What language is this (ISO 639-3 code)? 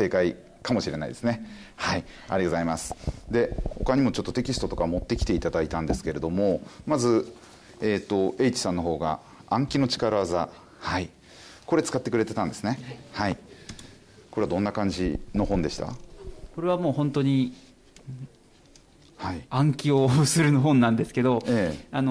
jpn